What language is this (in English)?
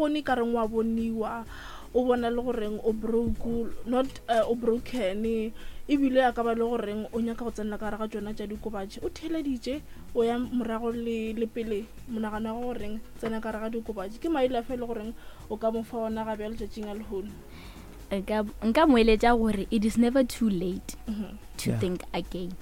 Northern Sotho